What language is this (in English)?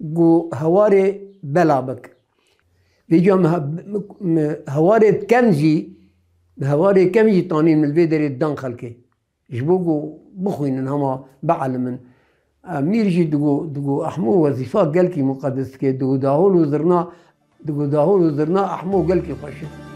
Kurdish